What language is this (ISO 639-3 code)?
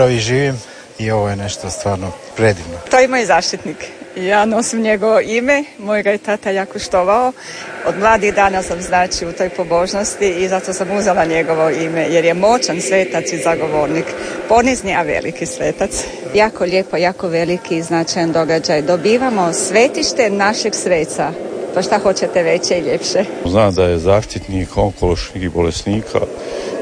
hrv